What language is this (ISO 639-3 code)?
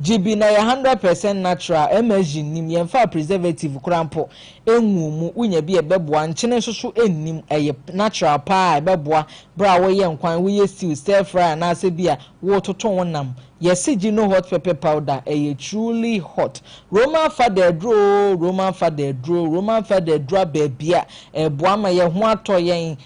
aka